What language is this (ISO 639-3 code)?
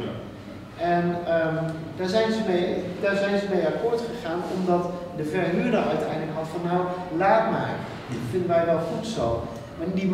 nld